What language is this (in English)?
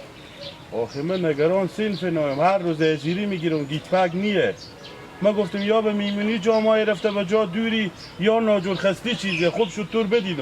Hazaragi